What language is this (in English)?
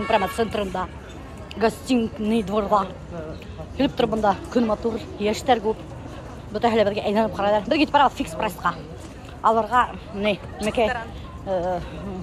Bashkir